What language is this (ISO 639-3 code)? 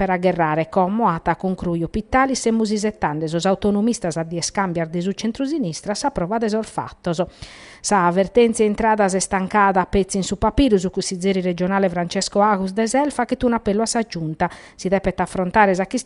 srd